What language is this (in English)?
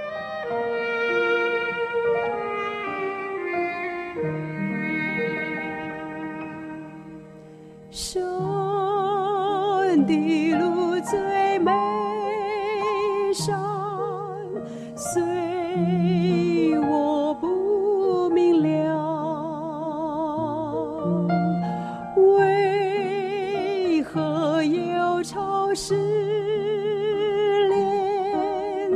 Chinese